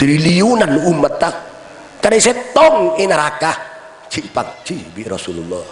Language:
Madurese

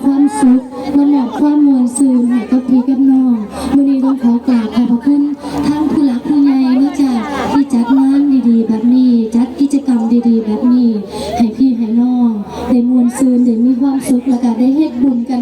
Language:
Northeastern Thai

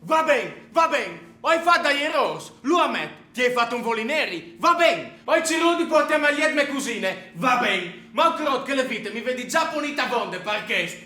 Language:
Friulian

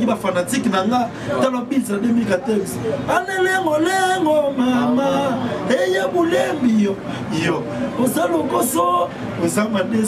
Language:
Lingala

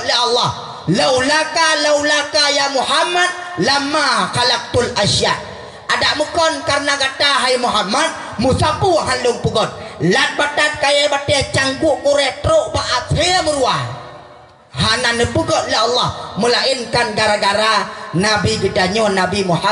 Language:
Achinese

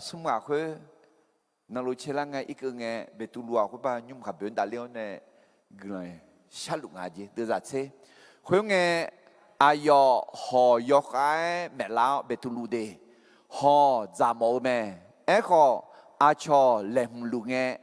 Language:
Akha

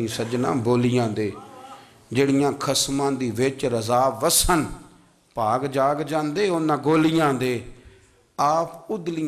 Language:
Urdu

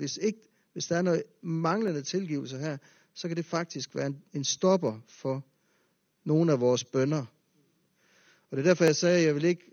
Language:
Danish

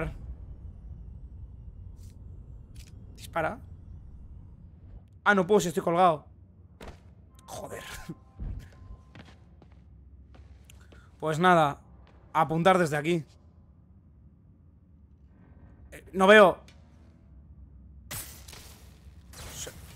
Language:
Spanish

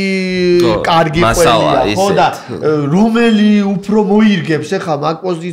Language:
Georgian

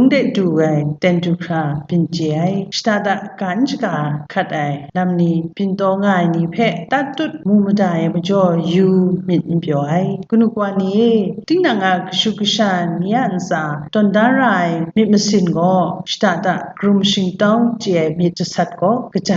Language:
Kachin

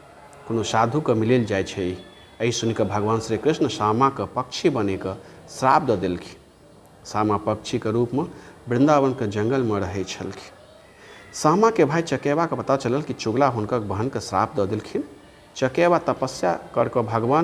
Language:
Maithili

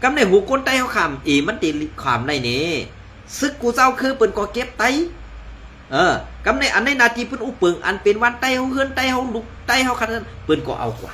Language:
Shan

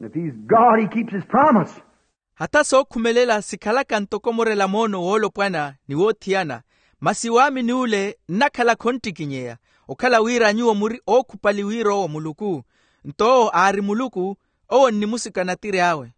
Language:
Makhuwa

